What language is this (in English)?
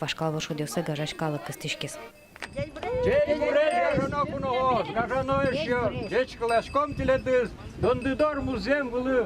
Udmurt